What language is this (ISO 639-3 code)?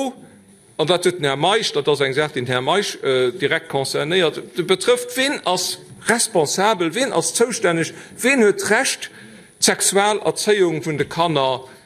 ltz